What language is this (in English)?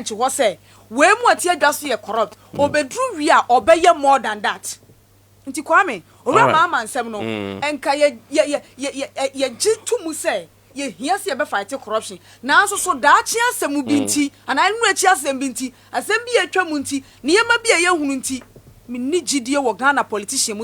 Akan